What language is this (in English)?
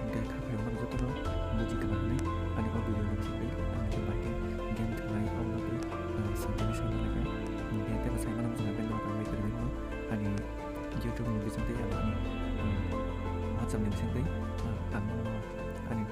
Kok Borok